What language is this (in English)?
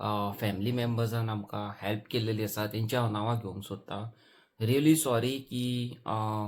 Konkani